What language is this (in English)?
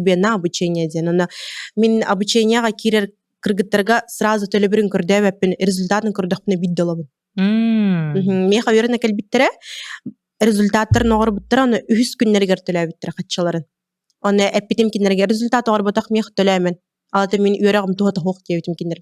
Yakut